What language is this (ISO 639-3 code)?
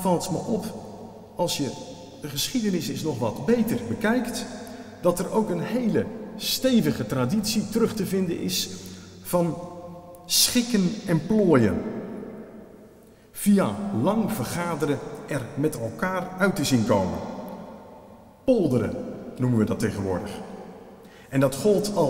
nld